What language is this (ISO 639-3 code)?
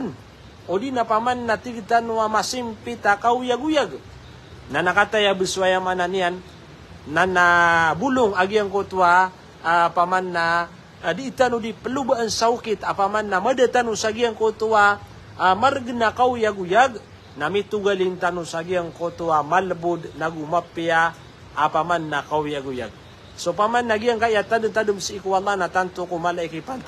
mrw